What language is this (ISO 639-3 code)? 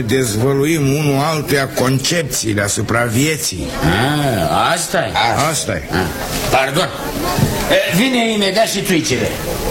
ron